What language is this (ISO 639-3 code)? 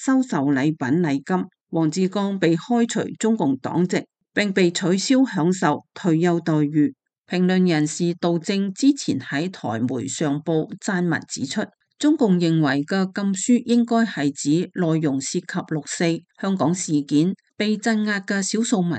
yue